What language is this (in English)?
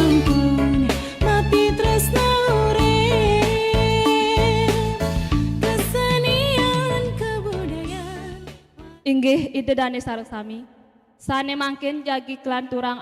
Balinese